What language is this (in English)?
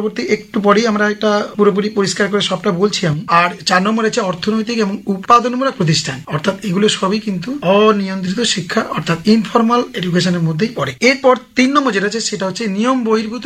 Bangla